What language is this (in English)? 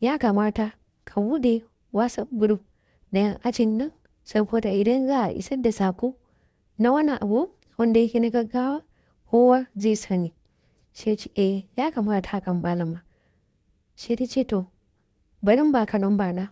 Hausa